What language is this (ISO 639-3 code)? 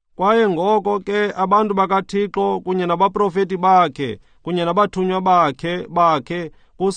xho